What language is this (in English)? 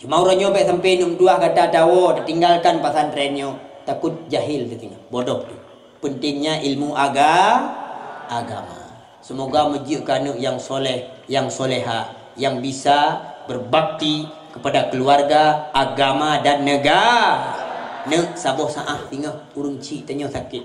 Achinese